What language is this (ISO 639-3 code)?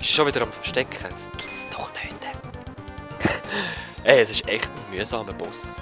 gsw